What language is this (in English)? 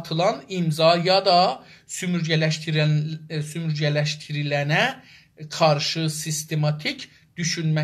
South Azerbaijani